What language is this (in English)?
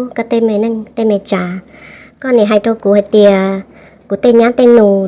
Hmong